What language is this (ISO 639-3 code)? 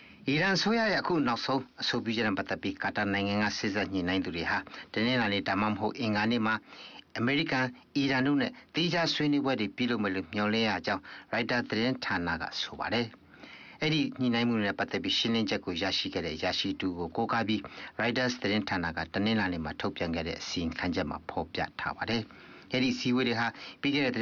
mya